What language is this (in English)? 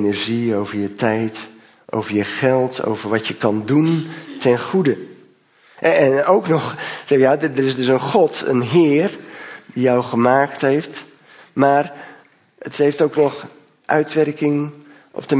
Dutch